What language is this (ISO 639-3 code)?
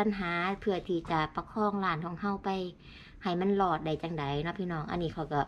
tts